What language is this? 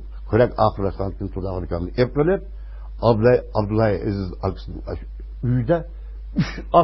Uyghur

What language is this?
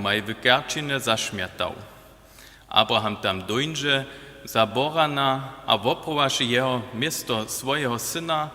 Upper Sorbian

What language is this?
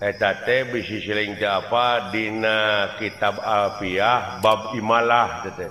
Sundanese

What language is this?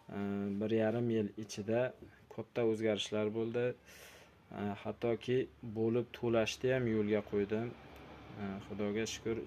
Uzbek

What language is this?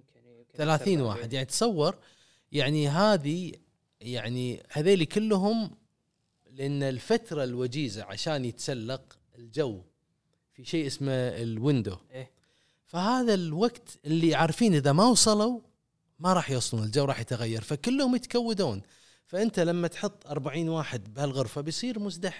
Gulf Arabic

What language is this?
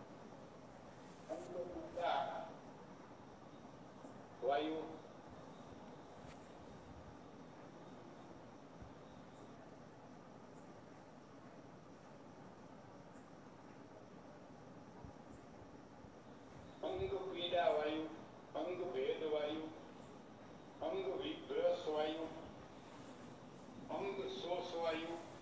Gujarati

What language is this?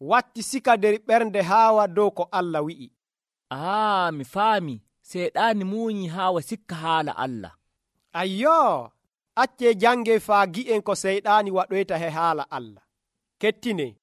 Nigerian Fulfulde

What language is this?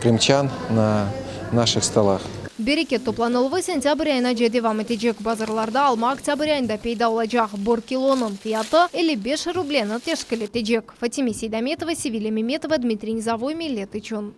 Crimean Tatar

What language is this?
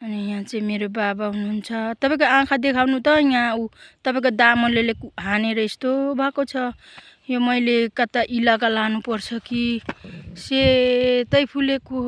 Nepali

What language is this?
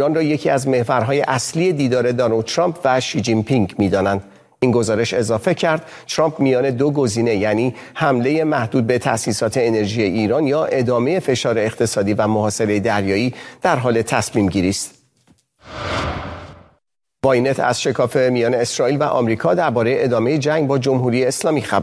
Persian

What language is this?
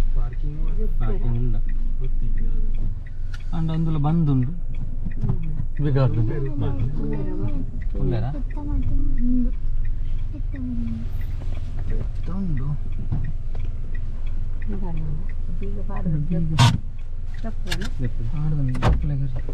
Tulu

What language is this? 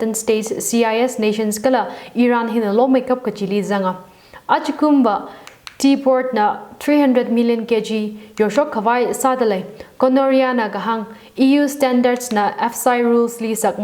Tangkhul Naga (India)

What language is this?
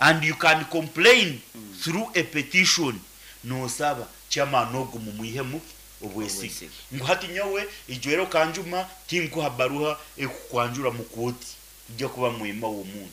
Nyankole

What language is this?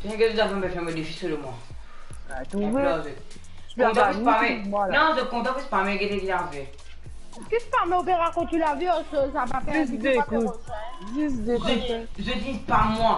Morisyen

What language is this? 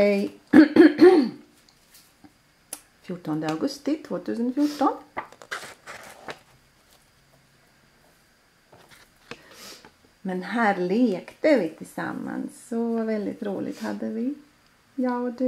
Swedish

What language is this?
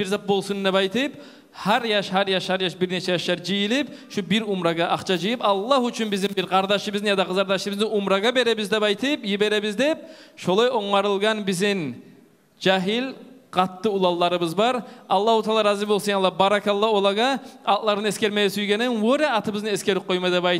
Kumyk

